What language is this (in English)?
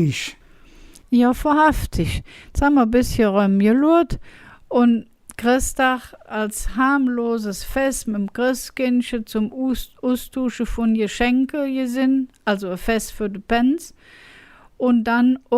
Colognian